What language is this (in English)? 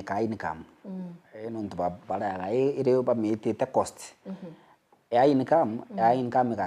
Meru